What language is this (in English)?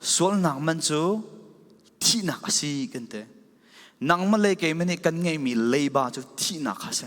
Falam Chin